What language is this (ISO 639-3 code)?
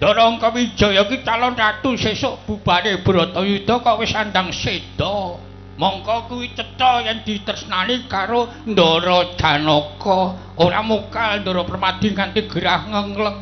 jav